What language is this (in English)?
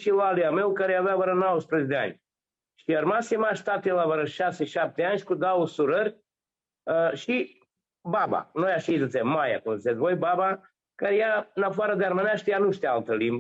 Aromanian